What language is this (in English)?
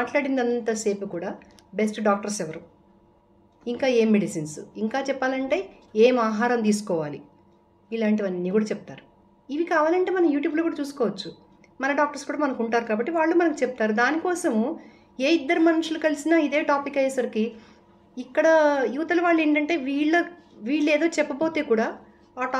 Telugu